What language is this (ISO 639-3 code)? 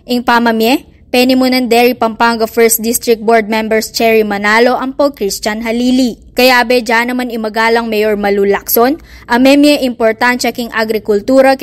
pam